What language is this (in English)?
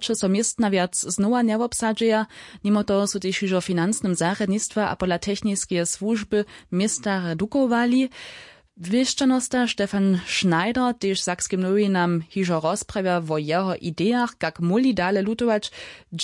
Upper Sorbian